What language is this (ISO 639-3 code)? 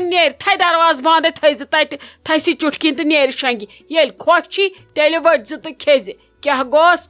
kas